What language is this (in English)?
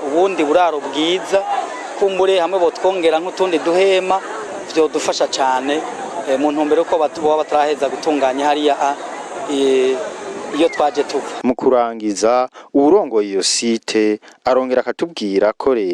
Rundi